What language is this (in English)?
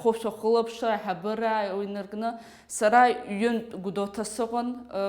Abkhazian